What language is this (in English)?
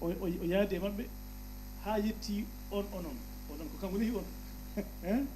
Fula